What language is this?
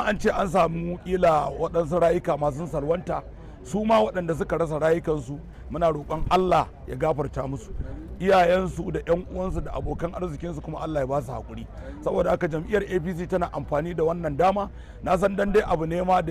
Hausa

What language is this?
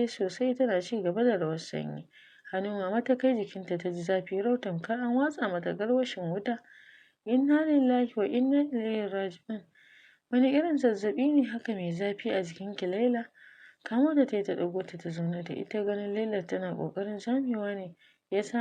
Hausa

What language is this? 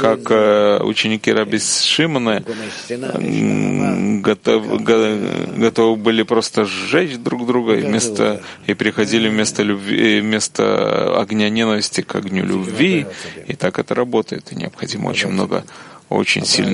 Russian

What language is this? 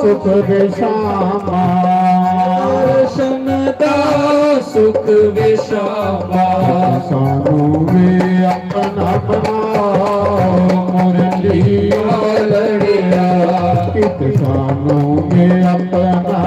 Dogri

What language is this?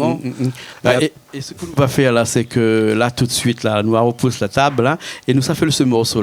Réunion Creole French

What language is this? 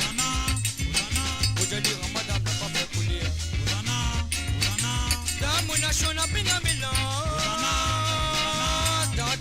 Morisyen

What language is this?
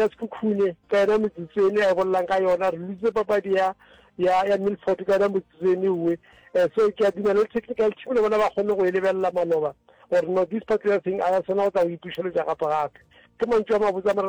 Northern Sotho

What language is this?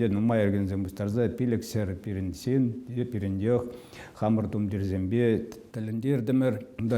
Chuvash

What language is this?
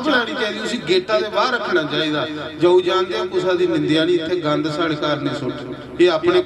Dogri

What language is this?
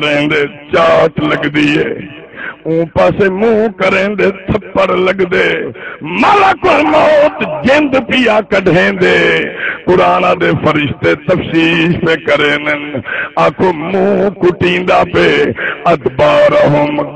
Saraiki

